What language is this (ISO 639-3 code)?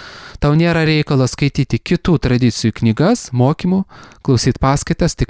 lit